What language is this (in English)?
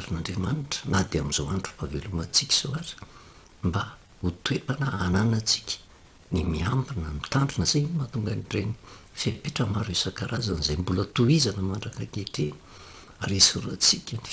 Malagasy